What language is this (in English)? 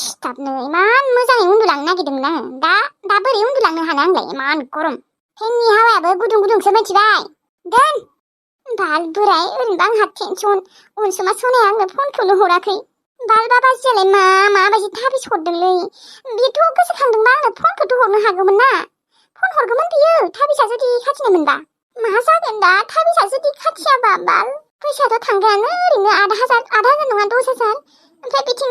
Bodo